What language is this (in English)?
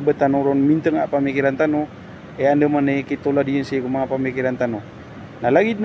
Maranao